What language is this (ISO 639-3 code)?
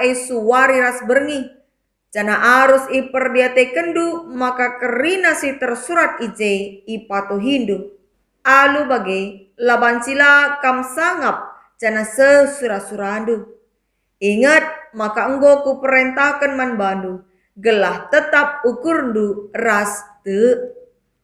btx